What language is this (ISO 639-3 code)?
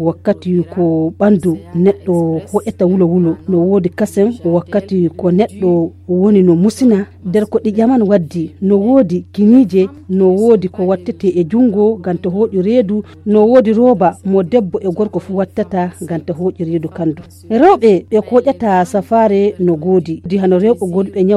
ful